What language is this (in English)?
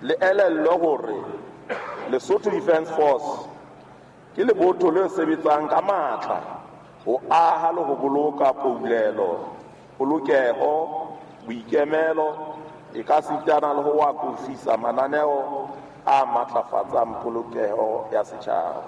Southern Sotho